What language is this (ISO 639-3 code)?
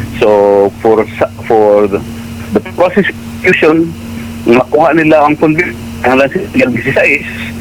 fil